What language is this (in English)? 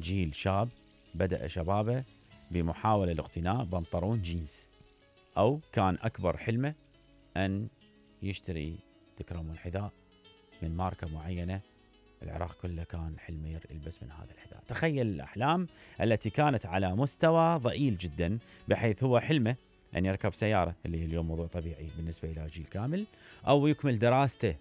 Mesopotamian Arabic